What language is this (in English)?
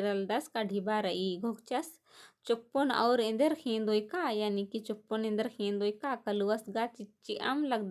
Kurukh